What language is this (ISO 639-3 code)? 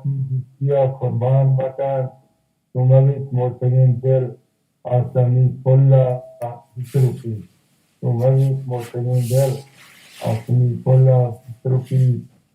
bal